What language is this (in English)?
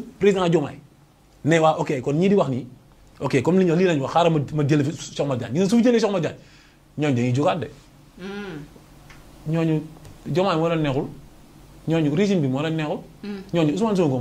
Wolof